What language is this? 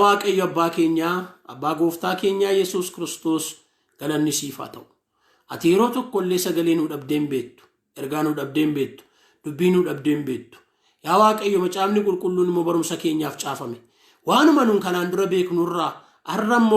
Oromo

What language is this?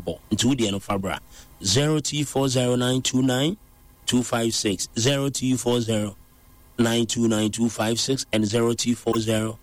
Akan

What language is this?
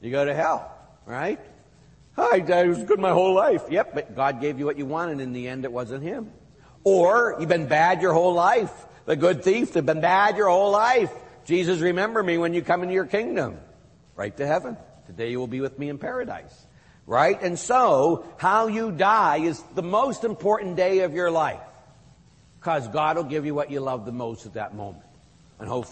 English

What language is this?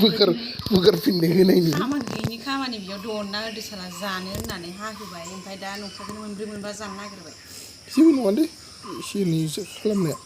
Bodo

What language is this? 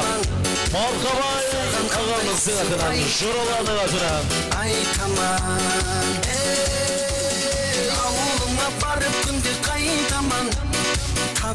Kara-Kalpak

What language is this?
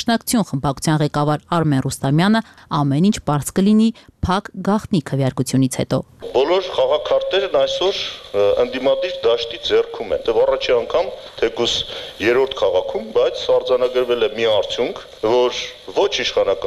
Armenian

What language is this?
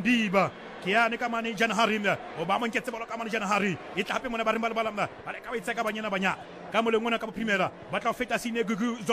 Southern Sotho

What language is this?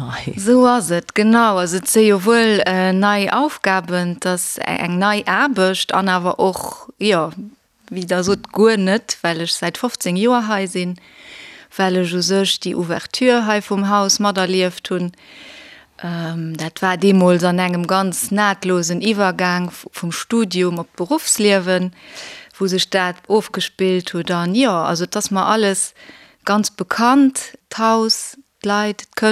Luxembourgish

